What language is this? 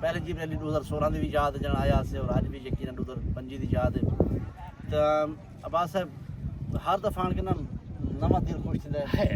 Saraiki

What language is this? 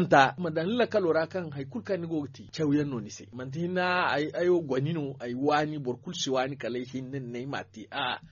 Zarma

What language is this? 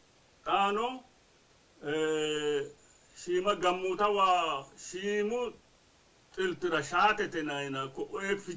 Sidamo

